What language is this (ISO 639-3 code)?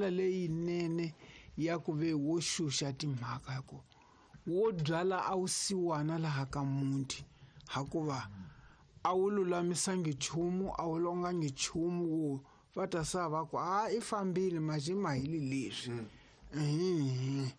tso